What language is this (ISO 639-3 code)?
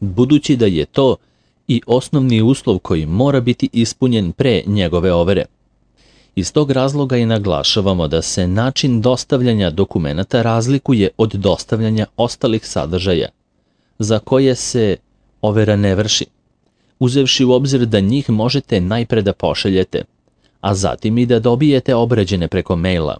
srp